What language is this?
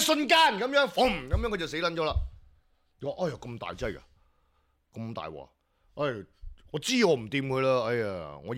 Cantonese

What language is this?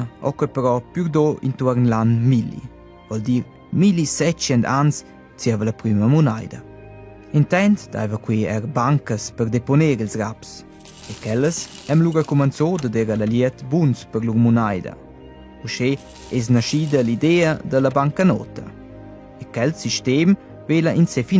Romansh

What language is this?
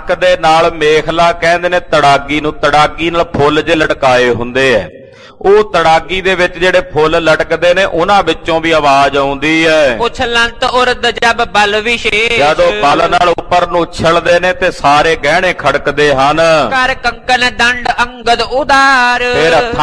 Punjabi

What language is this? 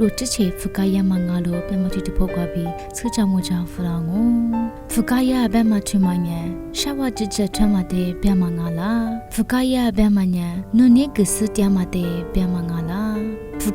Lisu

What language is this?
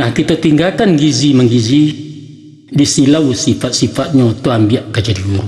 Minangkabau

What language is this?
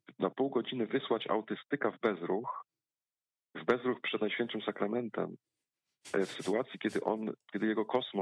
Polish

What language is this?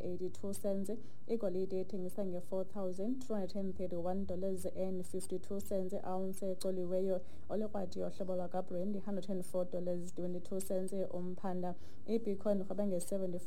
Xhosa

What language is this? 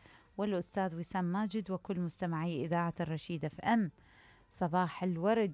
Mesopotamian Arabic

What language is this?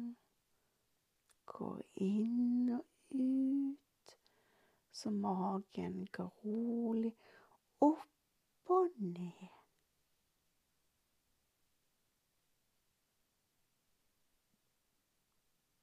Norwegian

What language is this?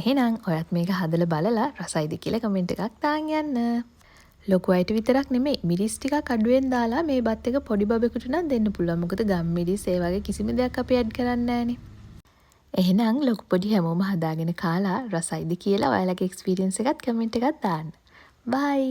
Sinhala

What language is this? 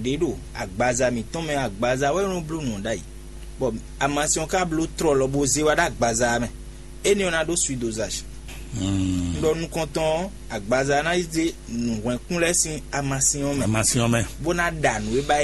Fon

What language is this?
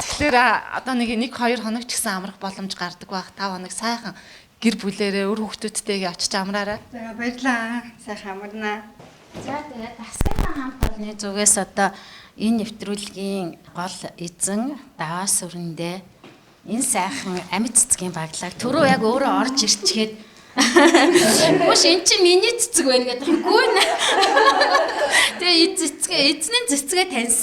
Mongolian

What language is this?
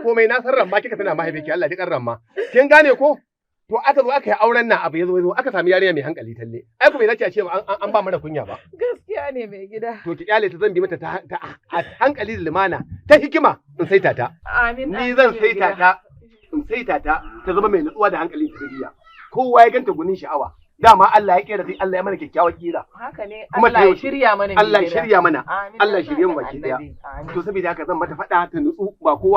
Hausa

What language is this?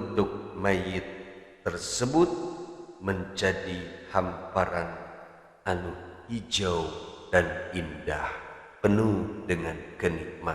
Sundanese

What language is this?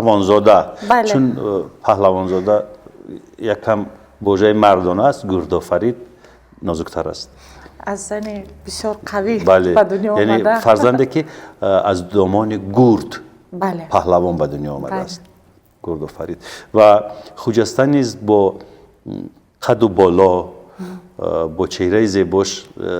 Tajik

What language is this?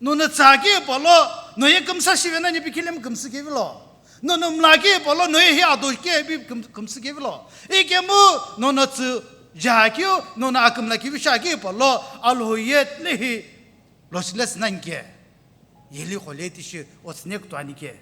Sumi Naga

